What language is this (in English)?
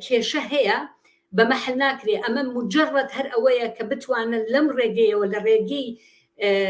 Central Kurdish